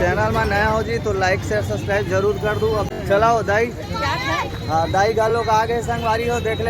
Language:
Chhattisgarhi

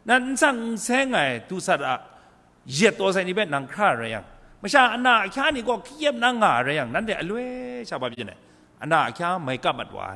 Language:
Kachin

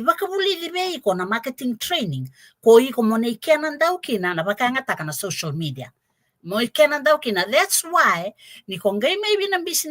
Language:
Fijian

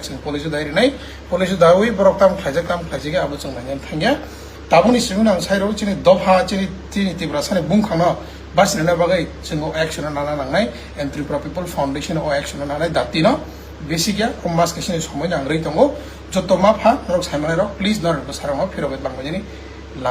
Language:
Kok Borok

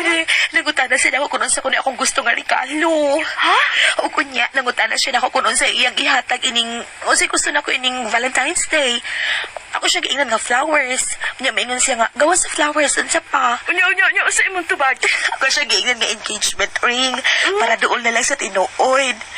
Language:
Cebuano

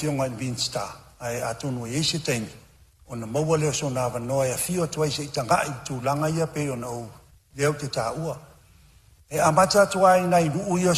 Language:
Samoan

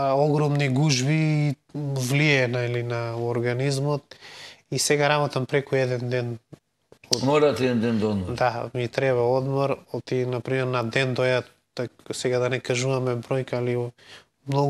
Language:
Macedonian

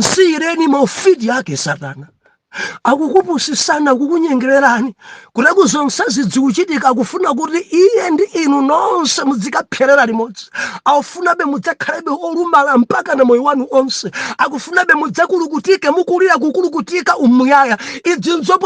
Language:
Nyanja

